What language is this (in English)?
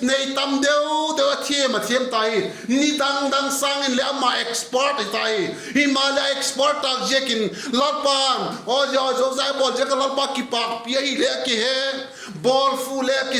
Vaiphei